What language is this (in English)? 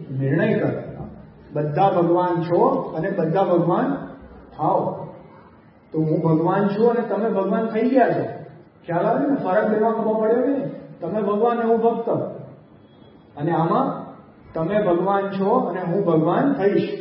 Gujarati